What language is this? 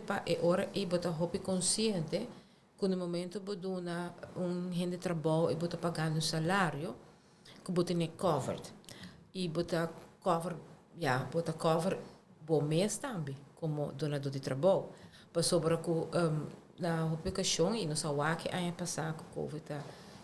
Papiamento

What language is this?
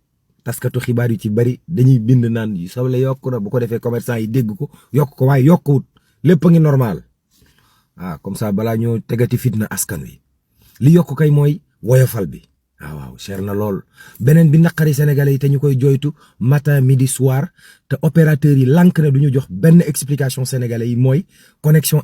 Wolof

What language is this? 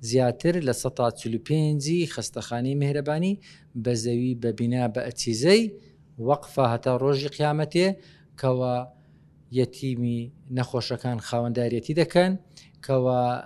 Central Kurdish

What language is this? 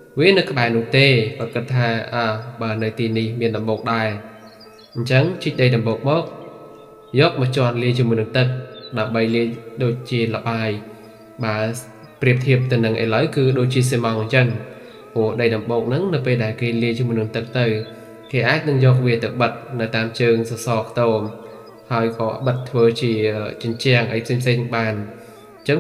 Khmer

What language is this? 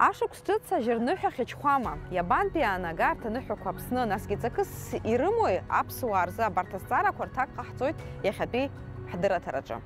Abkhazian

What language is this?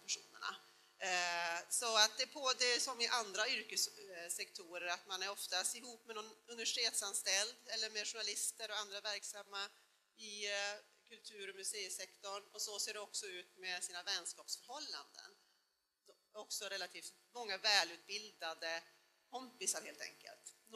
Swedish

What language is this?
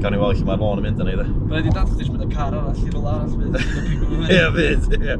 Welsh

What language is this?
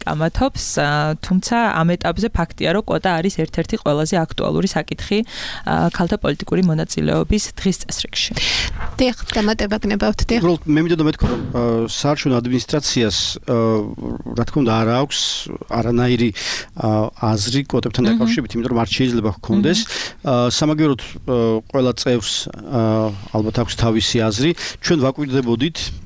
Georgian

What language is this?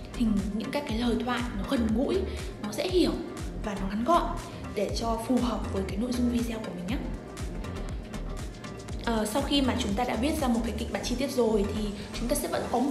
Vietnamese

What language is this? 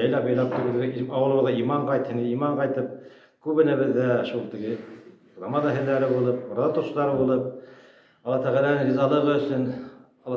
Bashkir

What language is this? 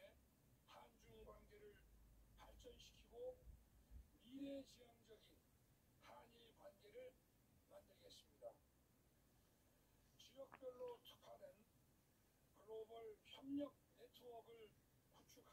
Korean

